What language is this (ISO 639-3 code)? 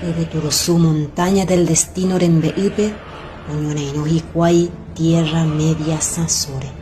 grn